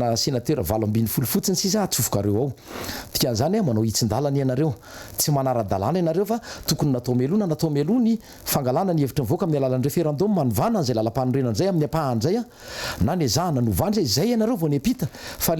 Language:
Malagasy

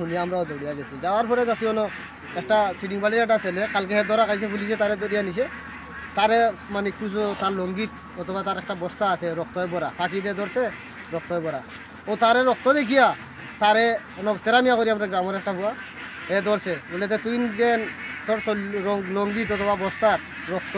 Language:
Sylheti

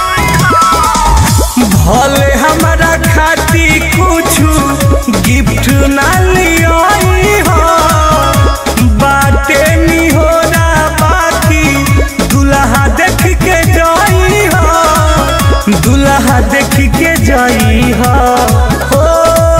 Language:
Bhojpuri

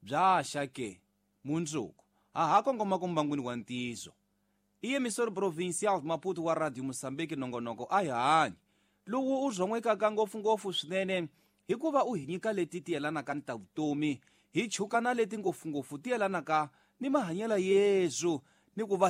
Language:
Tsonga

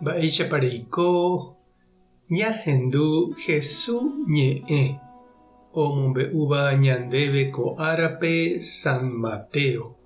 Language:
Guarani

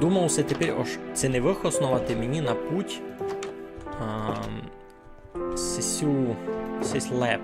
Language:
Rusyn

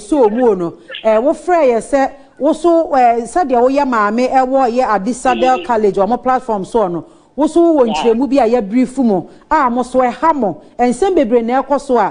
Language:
Akan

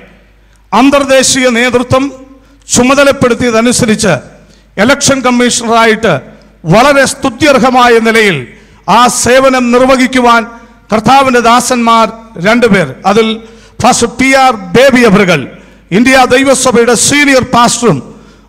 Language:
Malayalam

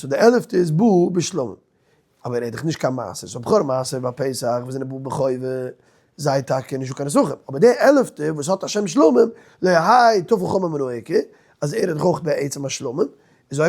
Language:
Yiddish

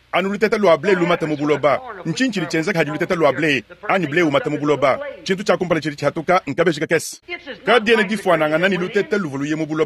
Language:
Luba-Lulua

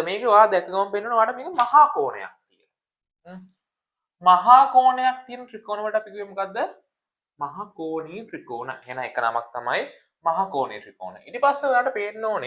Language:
Sinhala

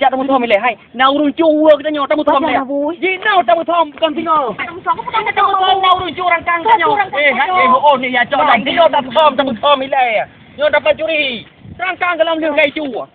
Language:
Achinese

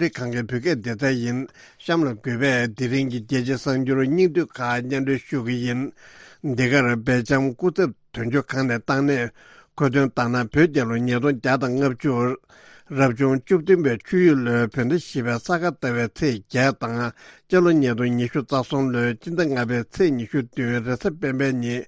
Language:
Tibetan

